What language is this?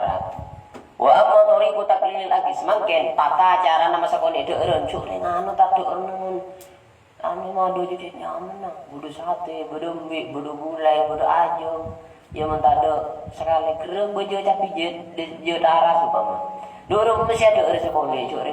Madurese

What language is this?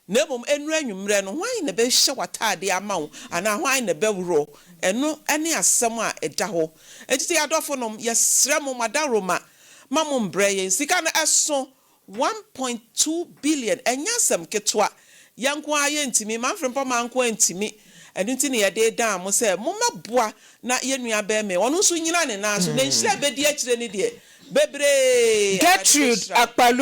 Akan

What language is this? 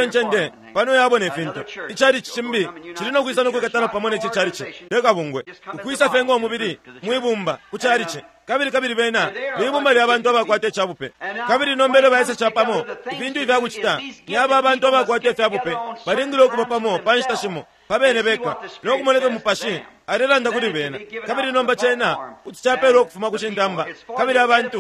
Bemba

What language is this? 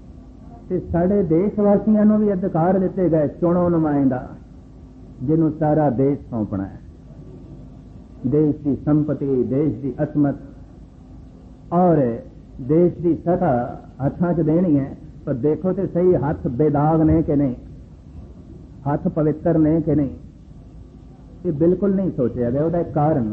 Punjabi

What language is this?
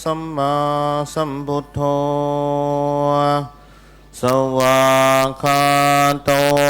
Pali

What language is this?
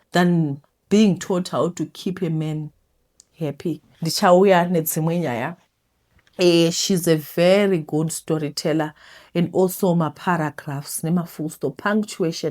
Shona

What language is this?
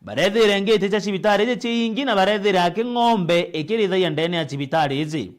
Meru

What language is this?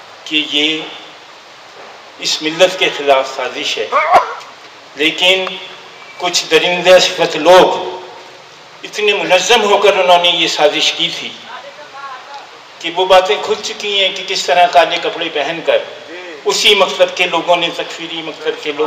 Urdu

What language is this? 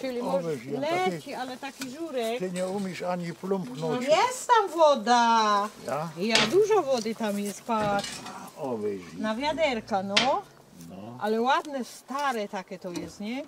Silesian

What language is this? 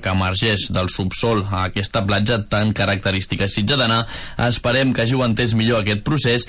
Catalan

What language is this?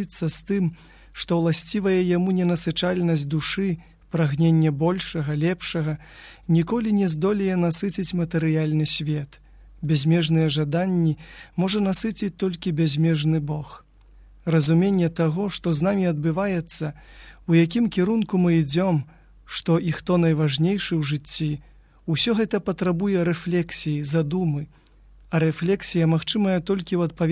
Belarusian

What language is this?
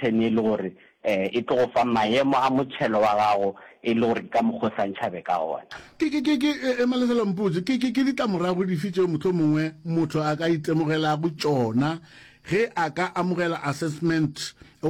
Northern Sotho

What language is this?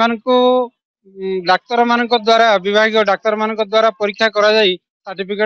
Odia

